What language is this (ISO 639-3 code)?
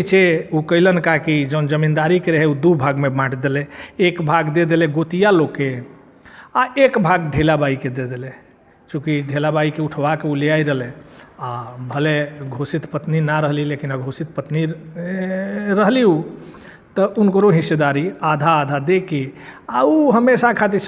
bho